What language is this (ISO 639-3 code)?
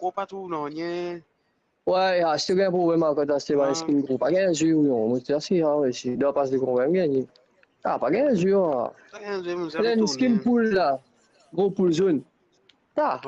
mfe